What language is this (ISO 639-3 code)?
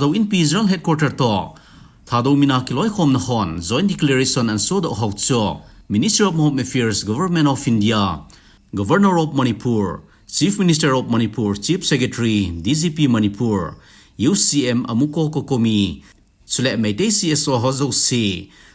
tcz